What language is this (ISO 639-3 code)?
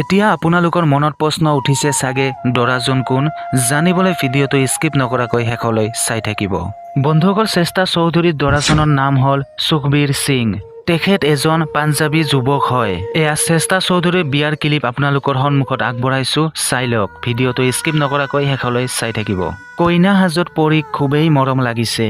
asm